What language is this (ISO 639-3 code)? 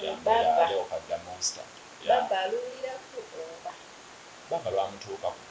xog